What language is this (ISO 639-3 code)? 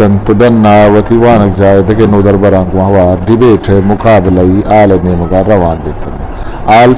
bgp